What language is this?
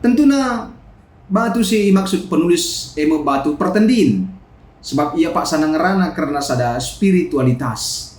Batak Karo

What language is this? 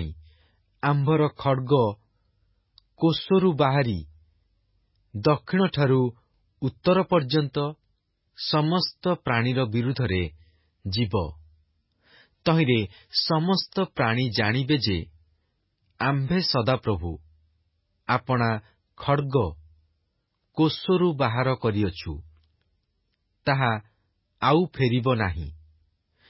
Odia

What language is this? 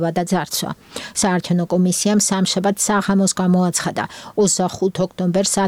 Georgian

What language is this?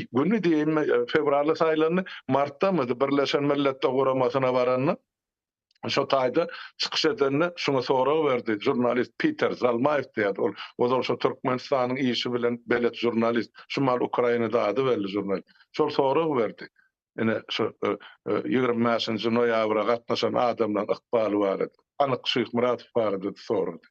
Turkmen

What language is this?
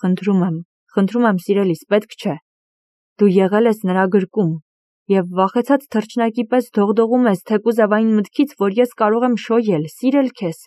Armenian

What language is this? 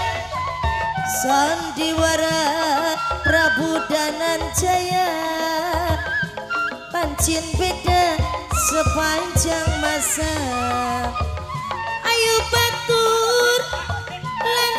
Javanese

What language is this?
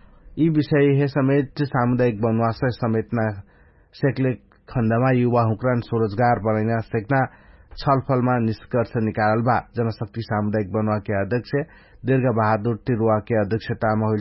Dangaura Tharu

